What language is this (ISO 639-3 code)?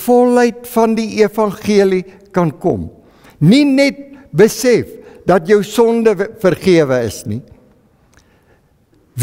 afr